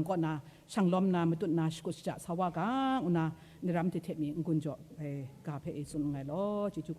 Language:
Kachin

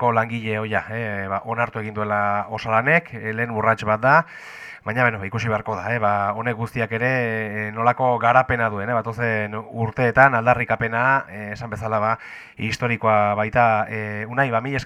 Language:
Basque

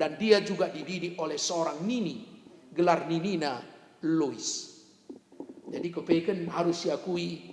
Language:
Batak Karo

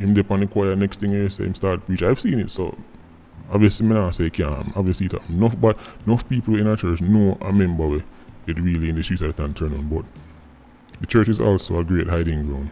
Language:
Jamaican Creole English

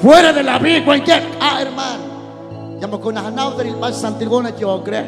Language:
Kekchí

